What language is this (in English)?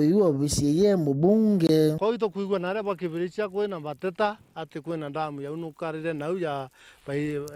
Meru